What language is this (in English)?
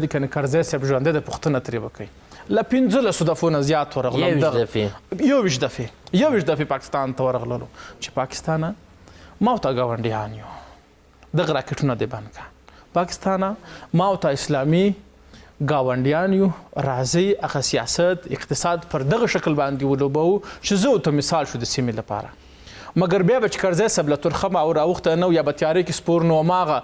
Pashto